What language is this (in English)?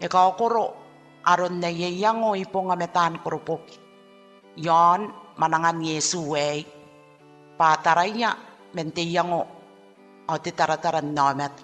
Gilbertese